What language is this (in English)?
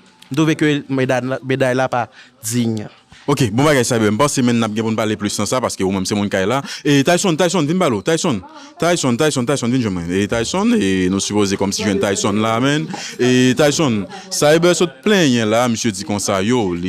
Haitian Creole